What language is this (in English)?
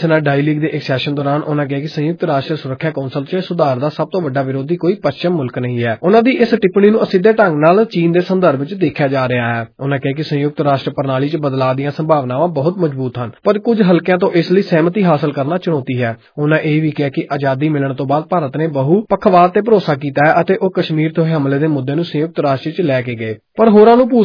Punjabi